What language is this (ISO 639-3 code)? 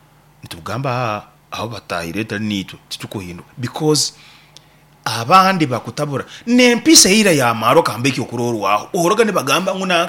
nyn